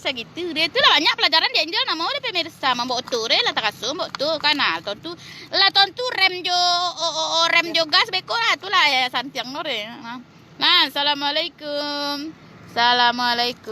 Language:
Minangkabau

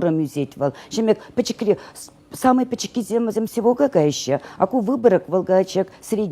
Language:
Chuvash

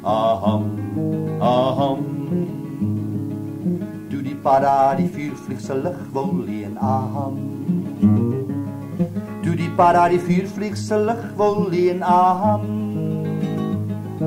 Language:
Afrikaans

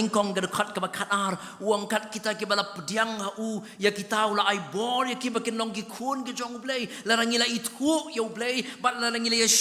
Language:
Khasi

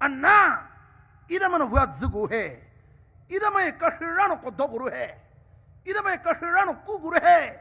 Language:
Poumei Naga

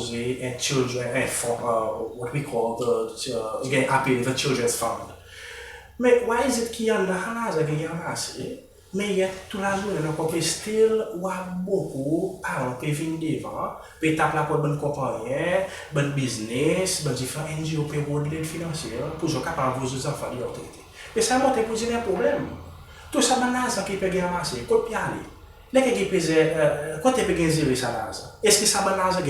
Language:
Seselwa Creole French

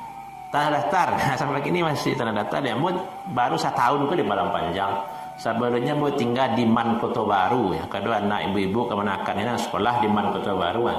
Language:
Minangkabau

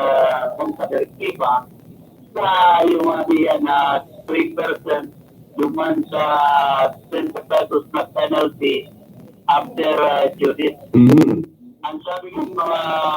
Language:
Bikol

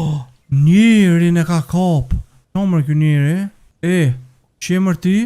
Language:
Albanian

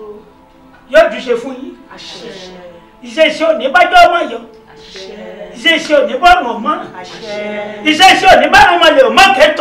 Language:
Yoruba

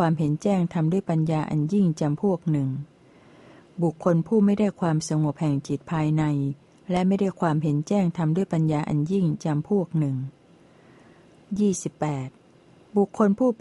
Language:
Thai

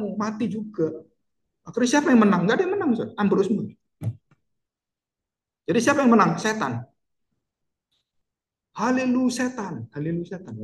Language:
Indonesian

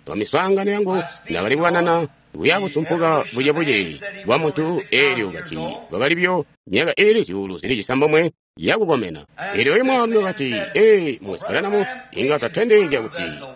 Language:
Tonga (Zambia)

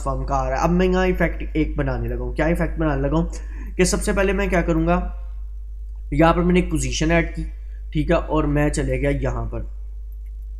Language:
Hindi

